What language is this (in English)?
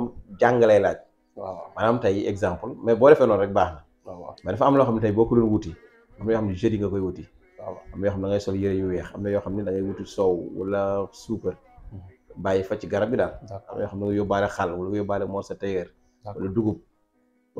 Wolof